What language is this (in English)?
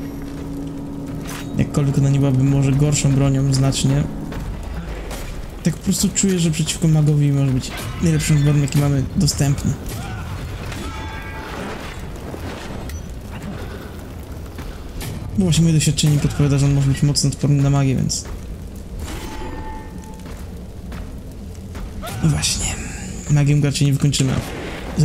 Polish